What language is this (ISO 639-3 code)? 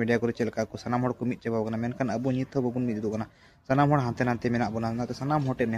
sat